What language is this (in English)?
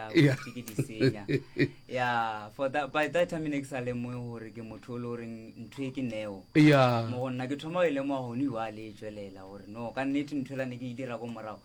Northern Sotho